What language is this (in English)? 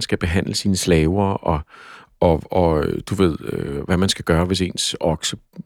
Danish